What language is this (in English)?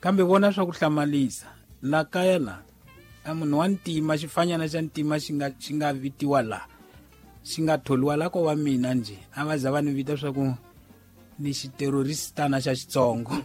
Tsonga